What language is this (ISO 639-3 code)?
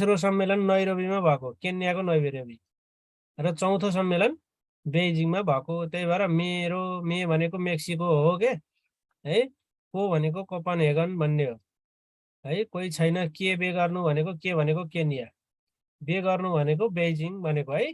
nep